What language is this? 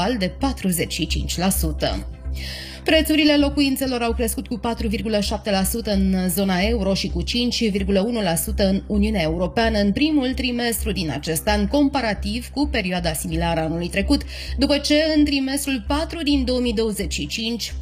Romanian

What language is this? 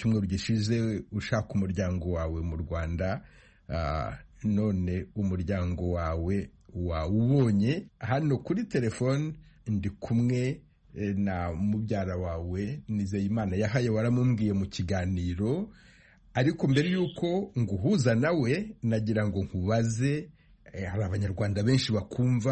Kinyarwanda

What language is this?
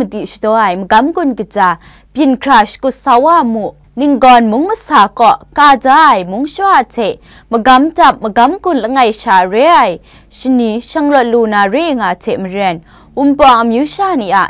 Kachin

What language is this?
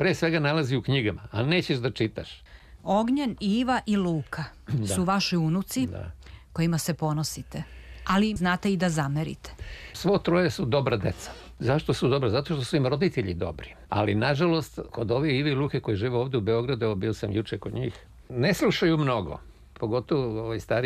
Serbian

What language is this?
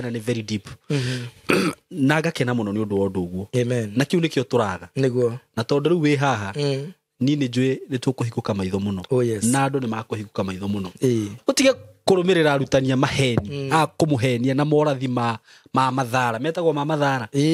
Kikuyu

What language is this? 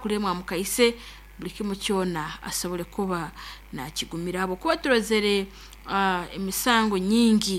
Nyoro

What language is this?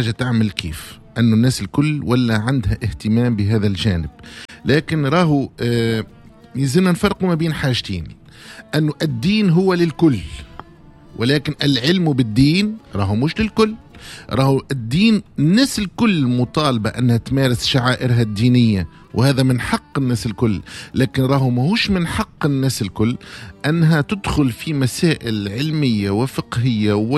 Tunisian Arabic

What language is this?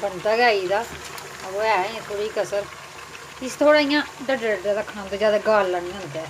Dogri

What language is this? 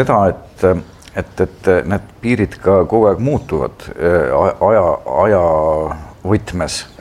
Estonian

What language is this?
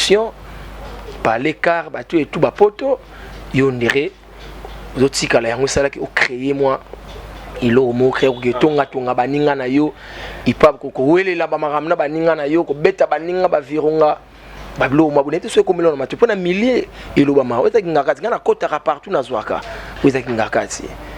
Lingala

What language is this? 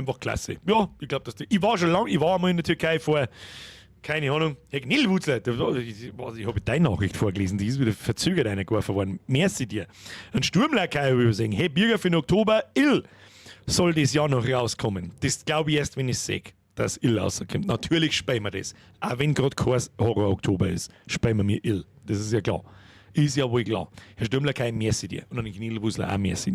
Bavarian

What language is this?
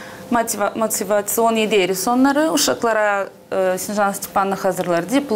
Gagauz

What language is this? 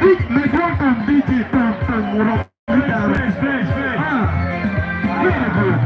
Acoli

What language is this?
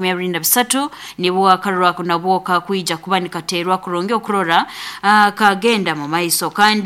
Nyoro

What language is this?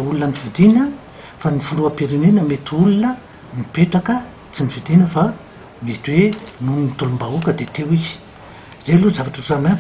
Malagasy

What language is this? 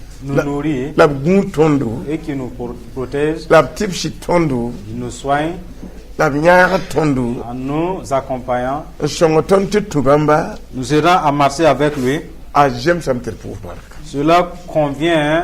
Mossi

